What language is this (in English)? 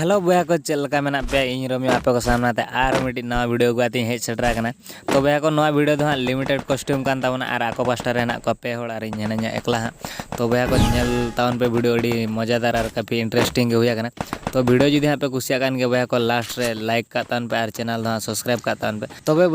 Santali